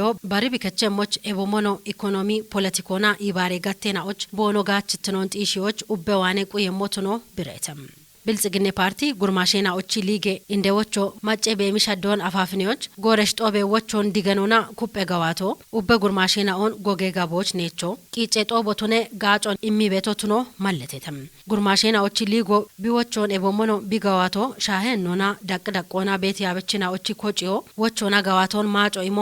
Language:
Kafa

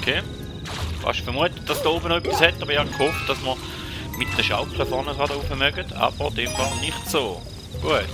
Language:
Swiss German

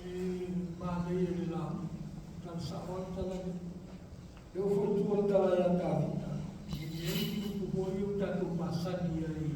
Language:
Samoan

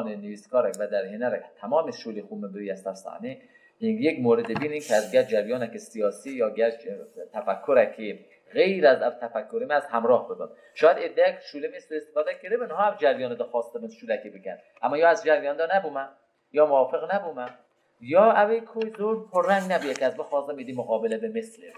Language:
Kurdish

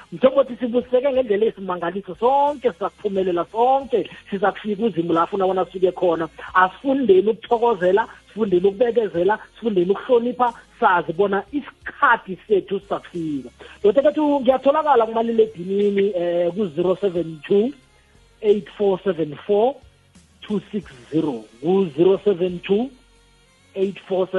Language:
South Ndebele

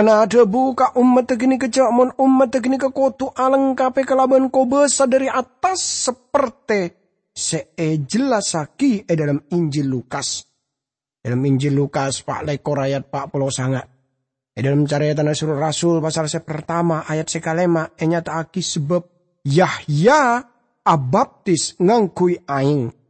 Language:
Madurese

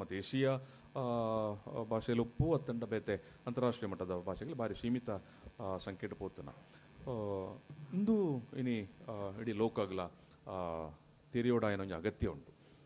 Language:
Tulu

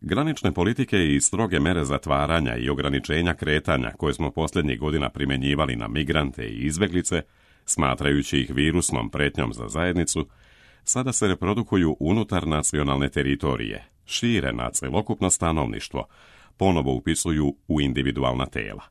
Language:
Serbian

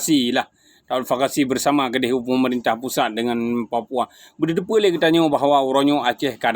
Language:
Achinese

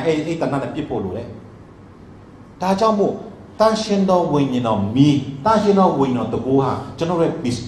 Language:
Burmese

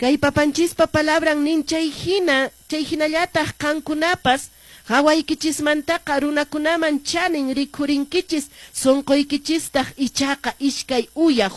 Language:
Quechua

